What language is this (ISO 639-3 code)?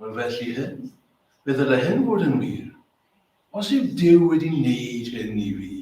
cym